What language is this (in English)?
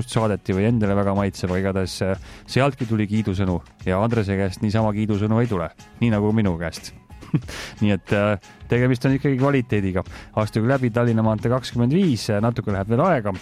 Estonian